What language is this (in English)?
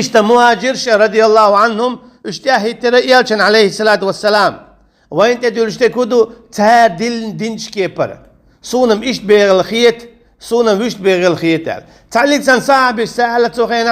Chechen